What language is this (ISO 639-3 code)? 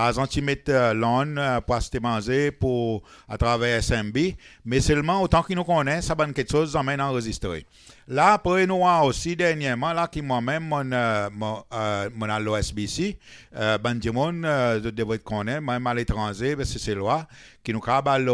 crs